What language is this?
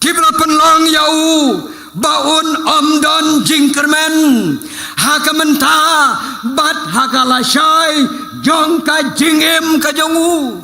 Khasi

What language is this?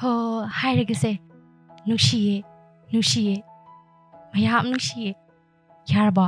Manipuri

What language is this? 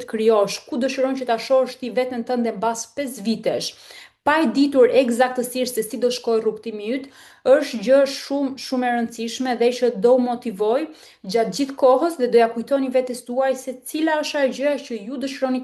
Albanian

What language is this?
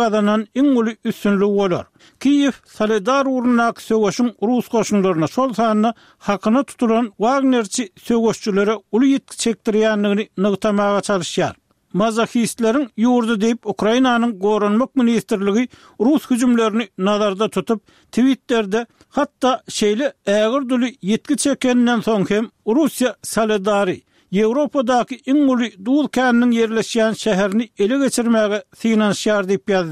Turkmen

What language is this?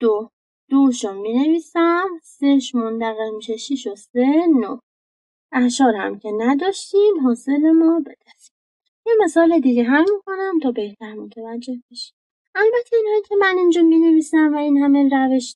Persian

